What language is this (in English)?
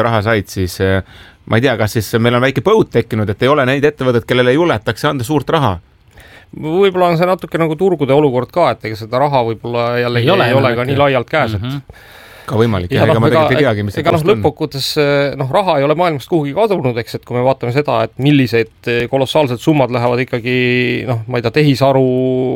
Estonian